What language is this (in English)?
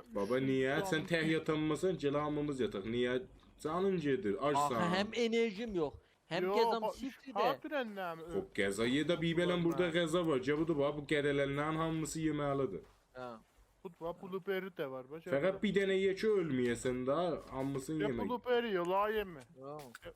South Azerbaijani